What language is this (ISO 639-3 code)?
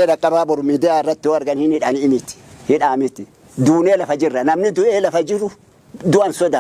orm